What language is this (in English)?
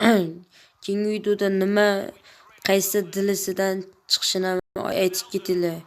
Uzbek